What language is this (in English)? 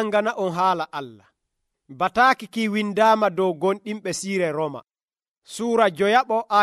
Nigerian Fulfulde